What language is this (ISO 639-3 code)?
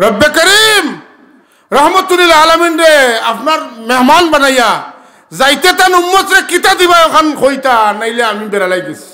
syl